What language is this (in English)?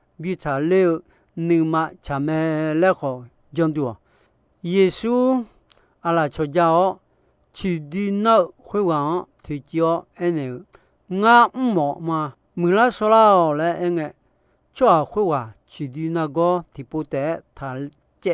Akha